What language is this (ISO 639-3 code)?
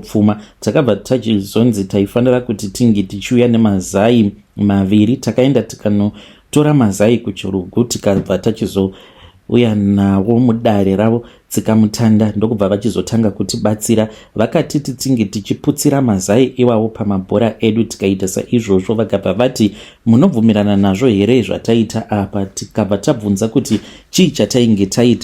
sna